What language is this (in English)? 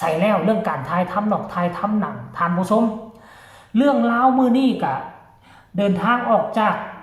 Northeastern Thai